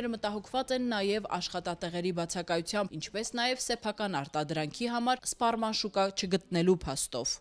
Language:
Armenian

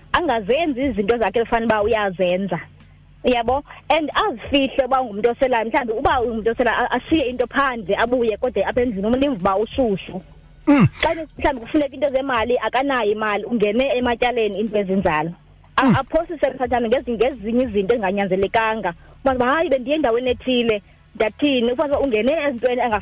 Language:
Xhosa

